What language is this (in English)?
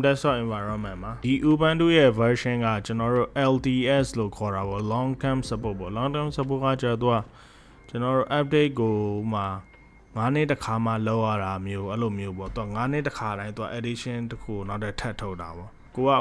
Burmese